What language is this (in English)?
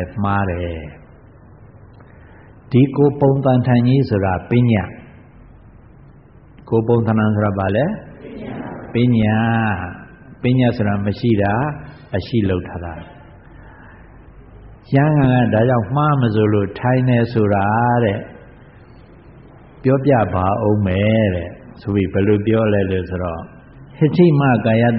Burmese